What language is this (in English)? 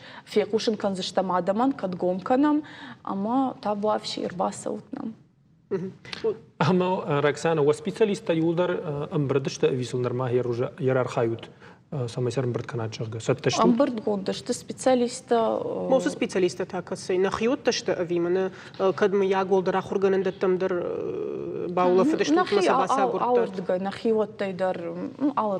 Ossetic